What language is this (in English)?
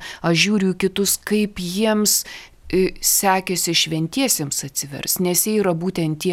Lithuanian